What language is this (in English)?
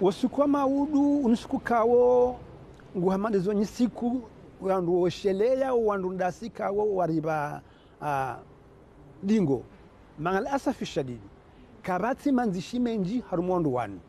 Ngazidja Comorian